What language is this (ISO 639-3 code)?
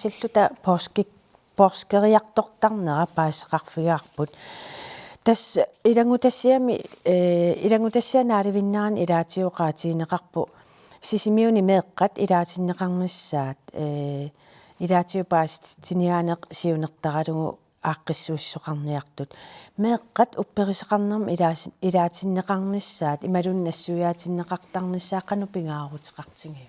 kal